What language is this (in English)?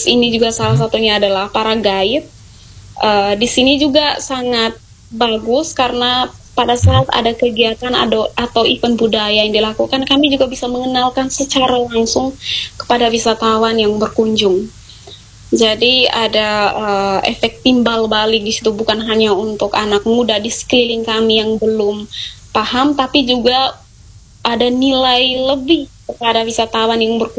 Indonesian